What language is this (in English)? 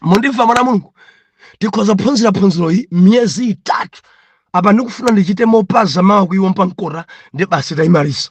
Nyanja